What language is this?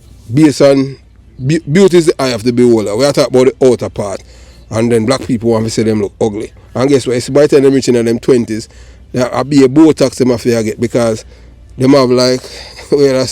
Jamaican Creole English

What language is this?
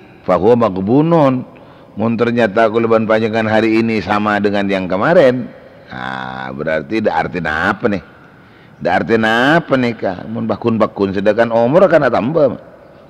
Madurese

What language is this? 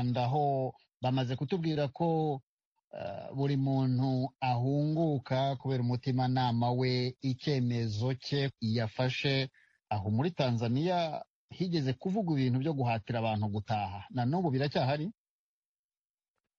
Kinyarwanda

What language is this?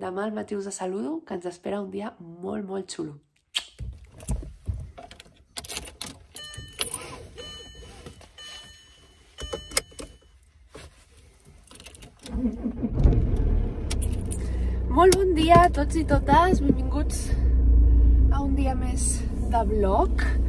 Catalan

